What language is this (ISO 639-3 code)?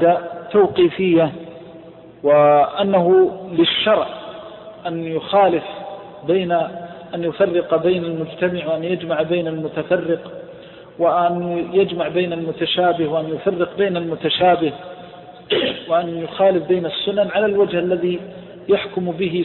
ara